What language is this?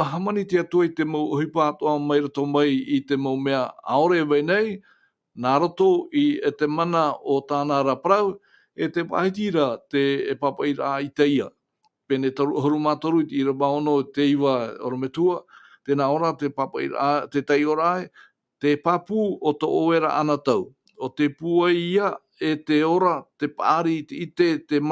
Tahitian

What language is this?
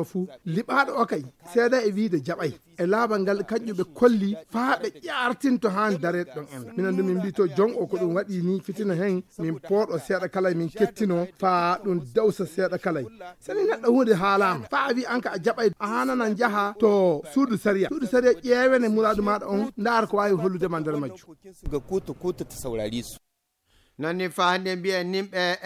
Fula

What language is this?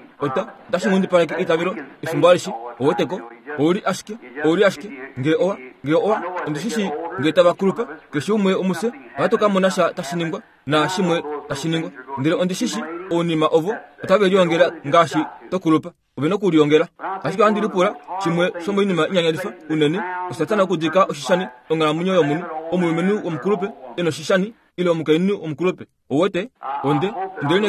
Kuanyama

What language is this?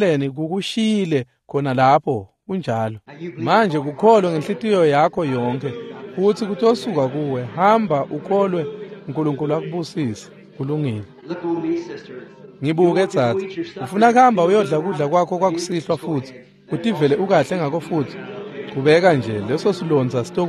Swati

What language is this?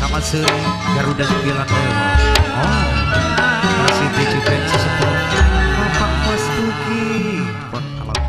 Madurese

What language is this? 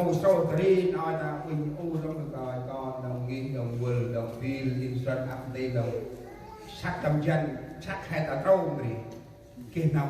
Central Mnong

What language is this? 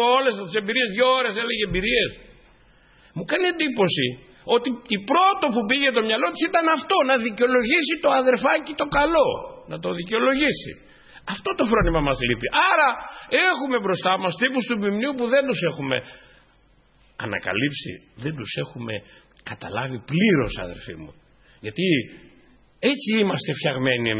Greek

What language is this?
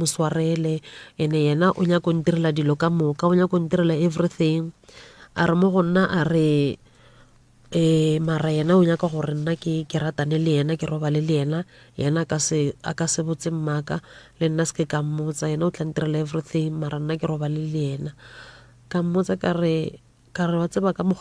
Northern Sotho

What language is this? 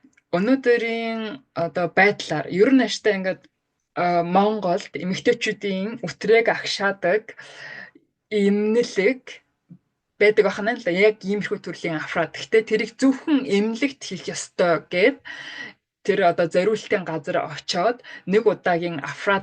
Mongolian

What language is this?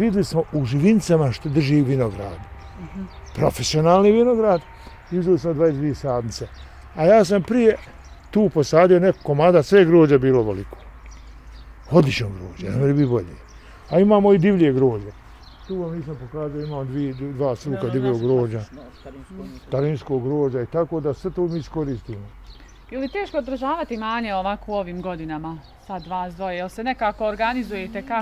Bosnian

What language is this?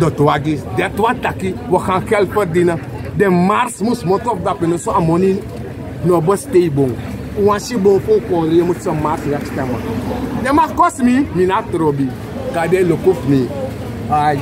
Sranan Tongo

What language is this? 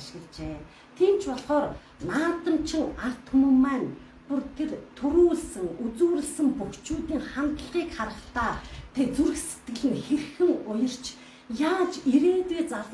Mongolian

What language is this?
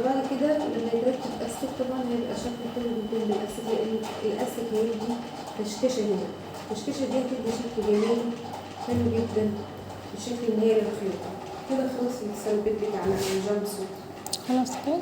Egyptian Arabic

